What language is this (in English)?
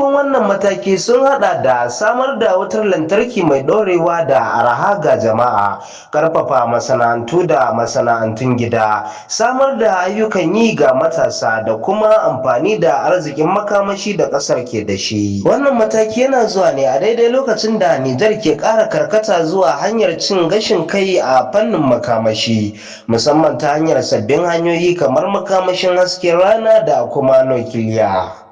Hausa